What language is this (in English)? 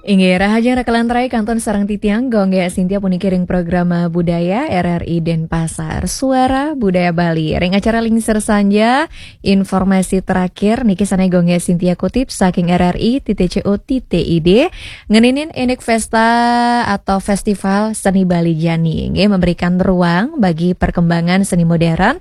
Balinese